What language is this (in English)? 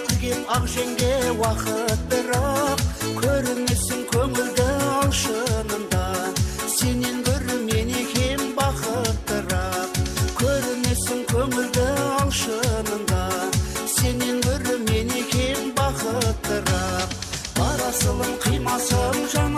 Kara-Kalpak